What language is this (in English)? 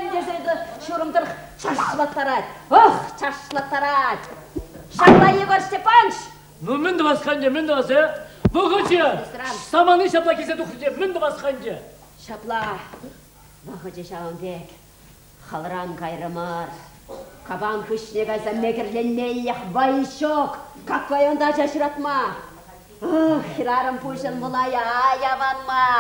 Chuvash